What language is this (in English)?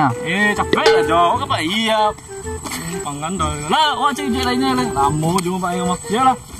Minangkabau